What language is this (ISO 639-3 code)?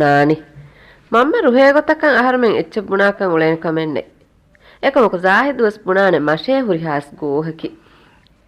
div